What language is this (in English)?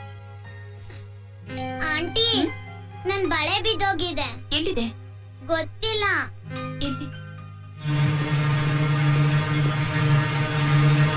Kannada